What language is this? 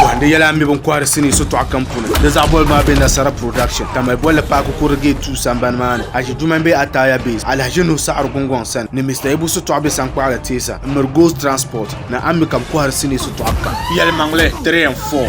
Dagbani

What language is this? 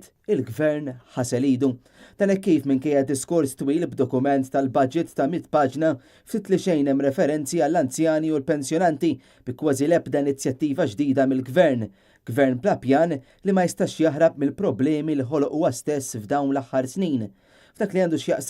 Maltese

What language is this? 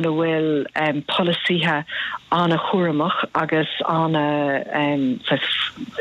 Irish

